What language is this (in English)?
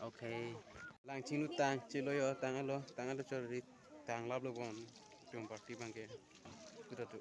Karbi